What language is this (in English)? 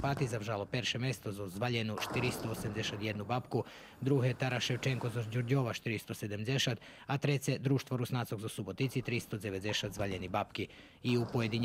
Rusyn